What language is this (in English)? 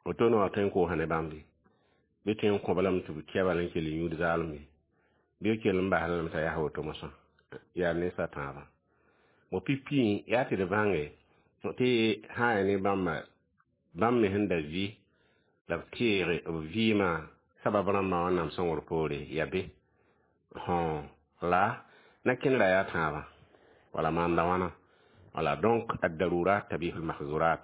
Mossi